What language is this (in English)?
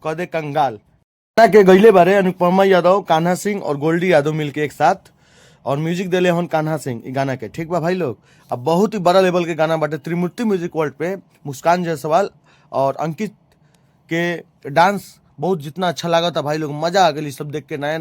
Bhojpuri